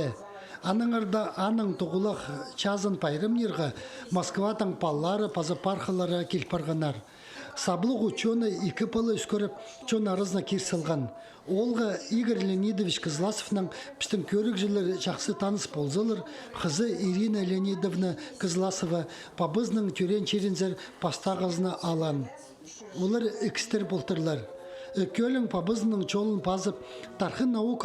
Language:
Khakas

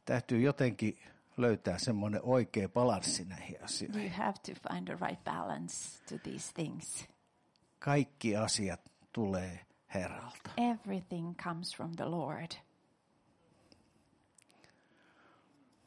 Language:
Finnish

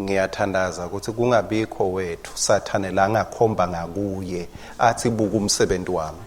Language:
Swati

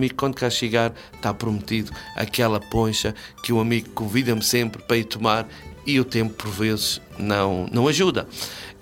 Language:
Portuguese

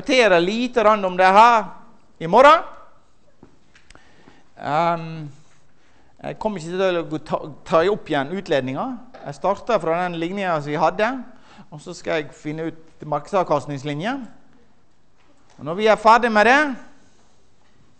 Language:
Norwegian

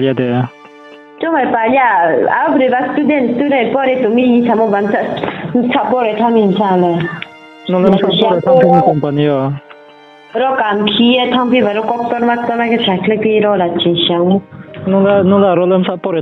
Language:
Riang (India)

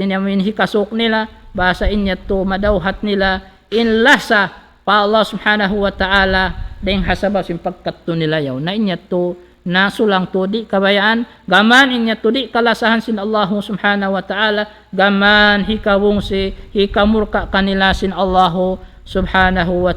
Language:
Tausug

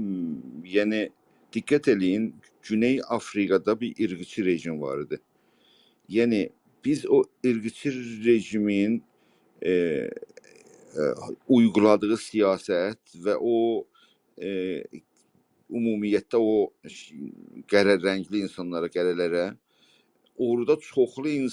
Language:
South Azerbaijani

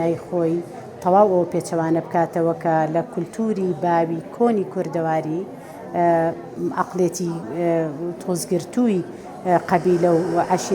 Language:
Central Kurdish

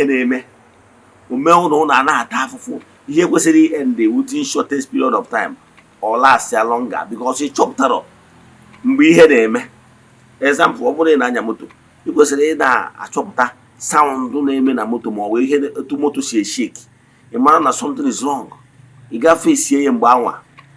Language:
Igbo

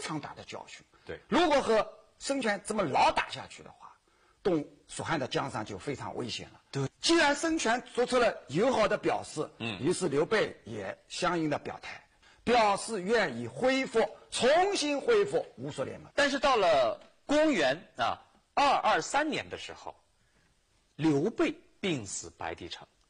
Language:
Chinese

